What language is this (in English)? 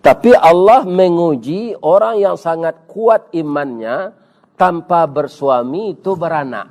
Minangkabau